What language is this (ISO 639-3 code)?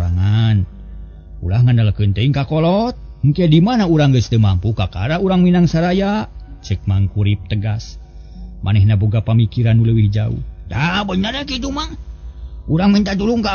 sun